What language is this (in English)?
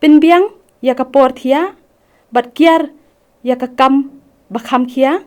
Khasi